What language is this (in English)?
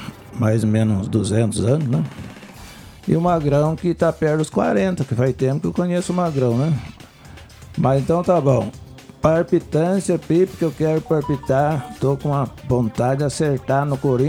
Portuguese